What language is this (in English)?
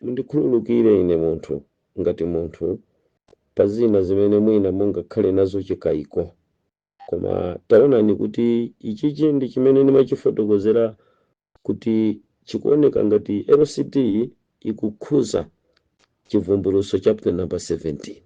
Nyanja